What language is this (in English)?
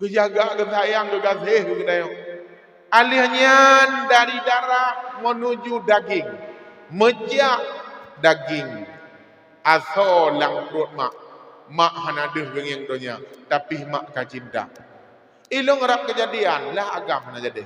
Achinese